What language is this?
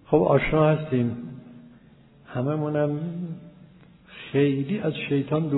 Persian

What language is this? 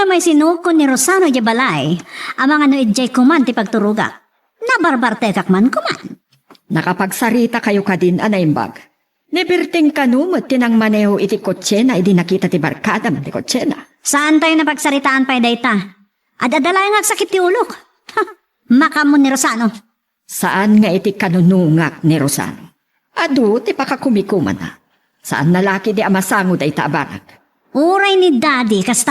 Iloko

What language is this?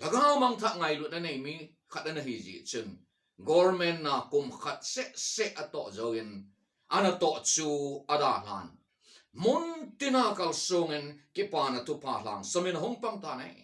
Thado Chin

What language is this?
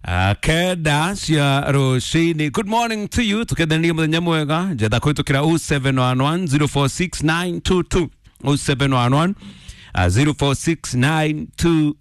Kikuyu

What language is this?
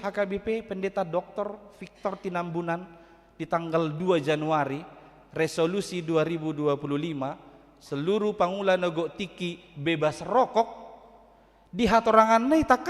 Batak Toba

